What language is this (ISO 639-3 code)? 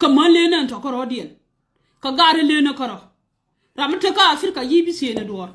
nus